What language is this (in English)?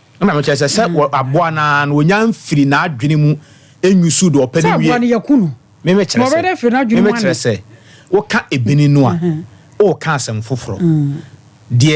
Akan